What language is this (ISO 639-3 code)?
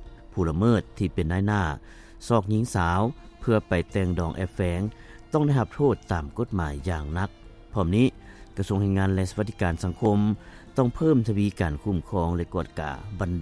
lao